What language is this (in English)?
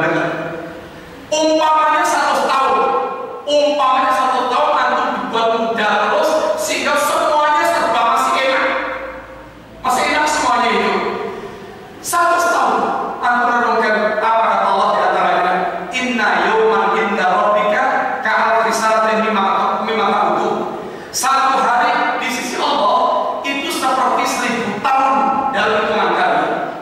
Indonesian